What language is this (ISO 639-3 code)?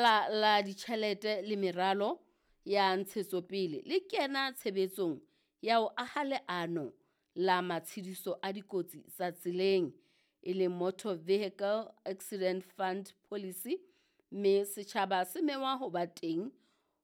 sot